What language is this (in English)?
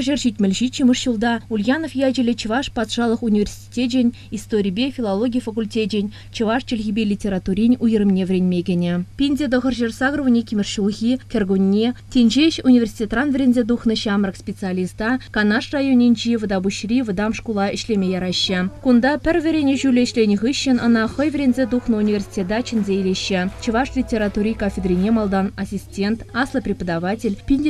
Chuvash